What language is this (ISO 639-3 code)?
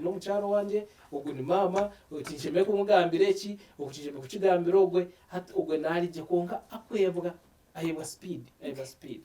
nyn